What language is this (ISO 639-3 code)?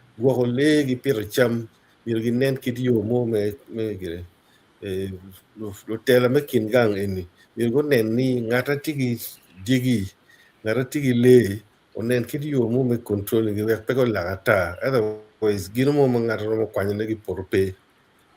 ach